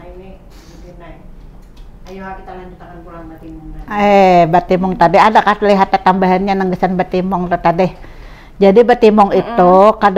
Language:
Banjar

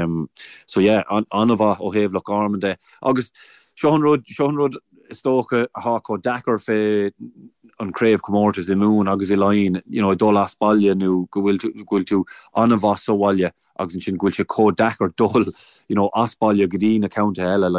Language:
Irish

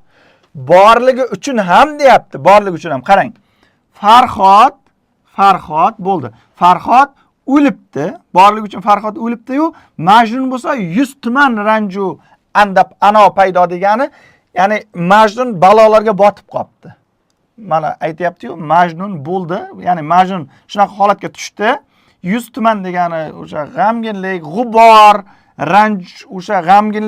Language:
Uzbek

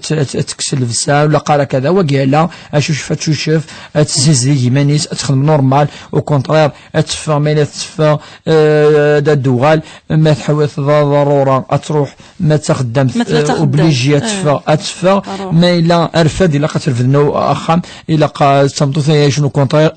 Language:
Kabyle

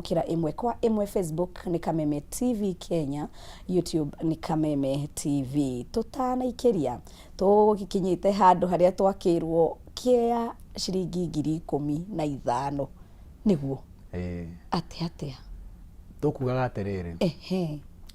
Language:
Kikuyu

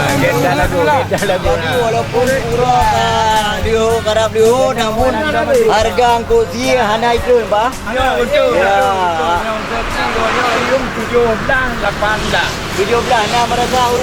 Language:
Achinese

